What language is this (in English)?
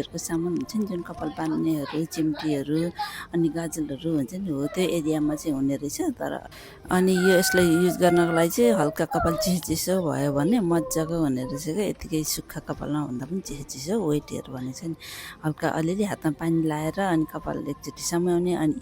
Nepali